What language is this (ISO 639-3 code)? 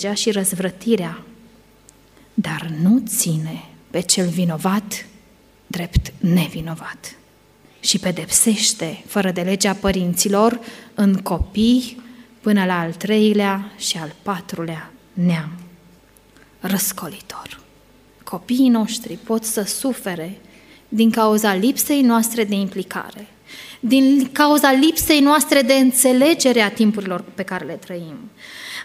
ron